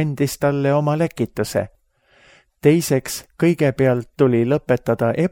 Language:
Estonian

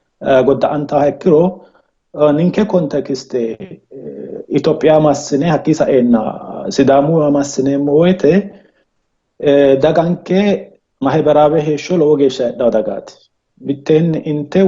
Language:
Sidamo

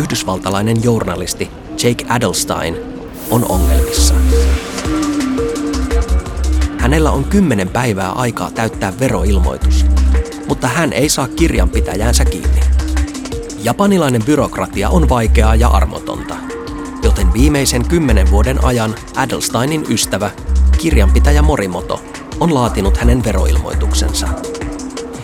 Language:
Finnish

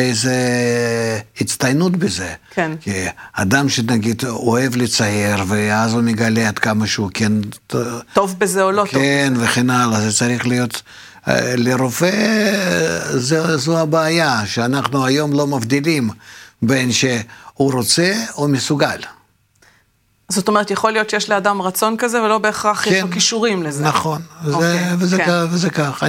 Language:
Hebrew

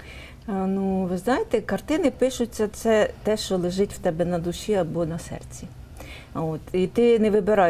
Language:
Ukrainian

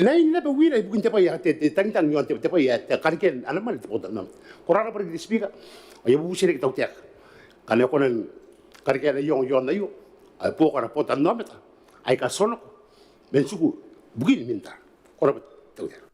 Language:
Gilbertese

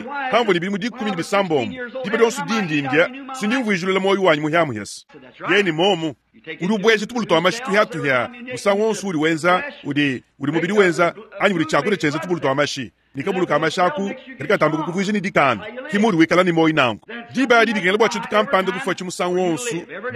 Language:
Luba-Lulua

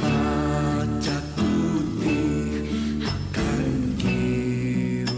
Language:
Aymara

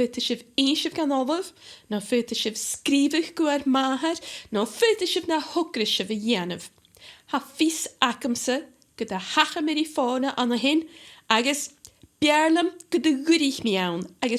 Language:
Scottish Gaelic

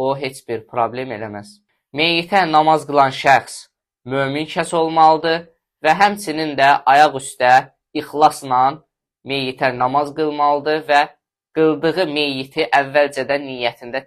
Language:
Azerbaijani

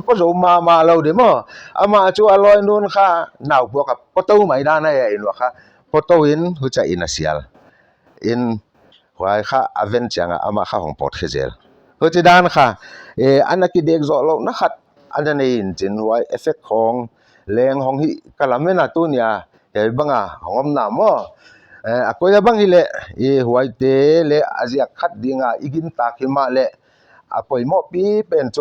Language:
Paite Chin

